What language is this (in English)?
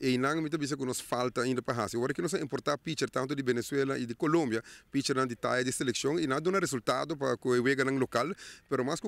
Papiamento